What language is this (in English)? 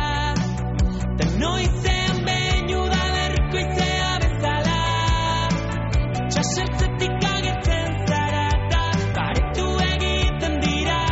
Basque